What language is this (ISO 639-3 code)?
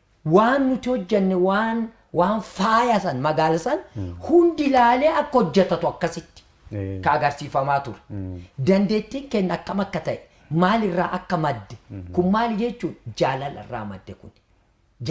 orm